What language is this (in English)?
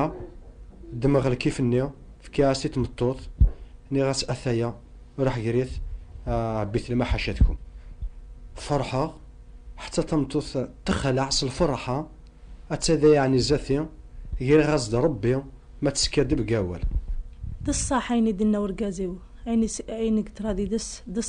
Kabyle